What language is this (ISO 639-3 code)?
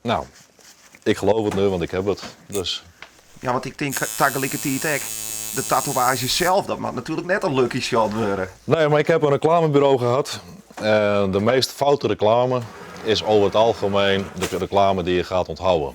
fry